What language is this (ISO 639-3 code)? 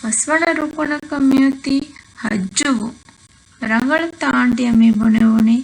div